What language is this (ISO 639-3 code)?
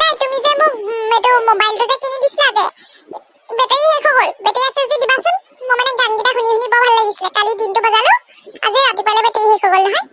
asm